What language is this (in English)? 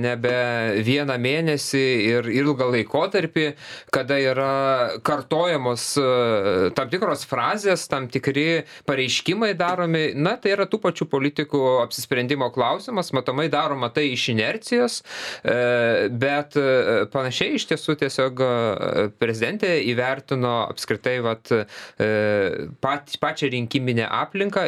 Lithuanian